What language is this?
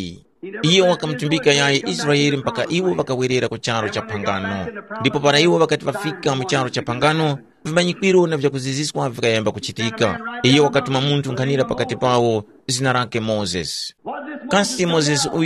Tumbuka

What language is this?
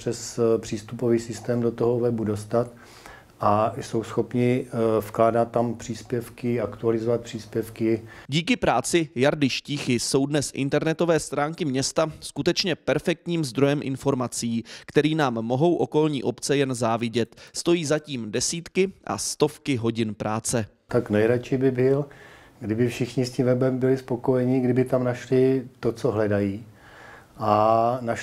Czech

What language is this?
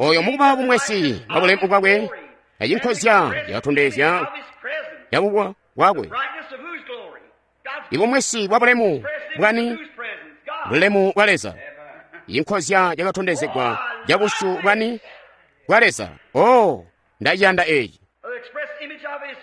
Tonga (Zambia)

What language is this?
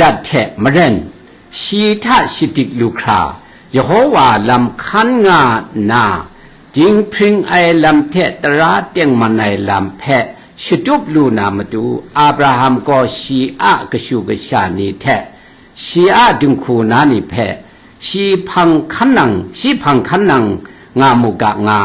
Kachin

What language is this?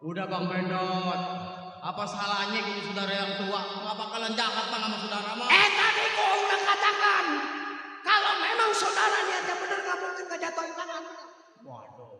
Betawi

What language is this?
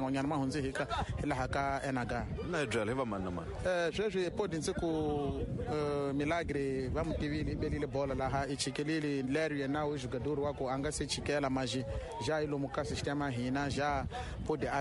Tsonga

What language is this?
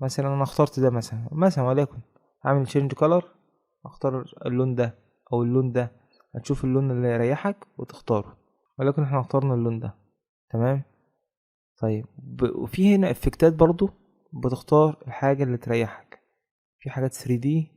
Egyptian Arabic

